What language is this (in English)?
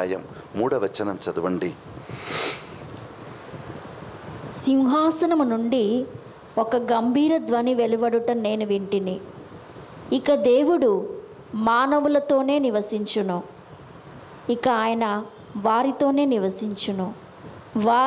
Telugu